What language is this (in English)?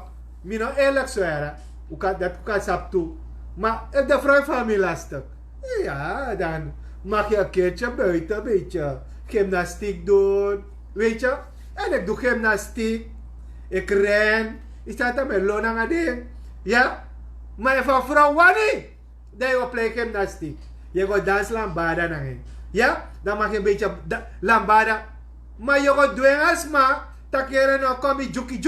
Sranan Tongo